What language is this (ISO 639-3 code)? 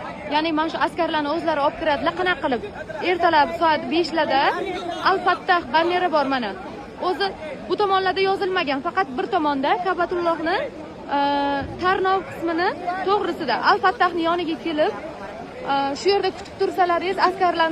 uzb